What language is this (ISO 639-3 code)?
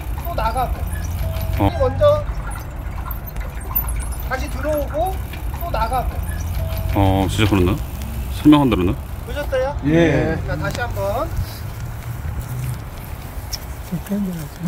kor